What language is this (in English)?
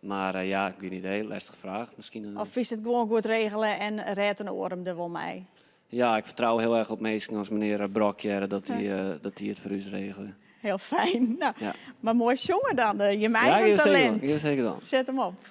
Western Frisian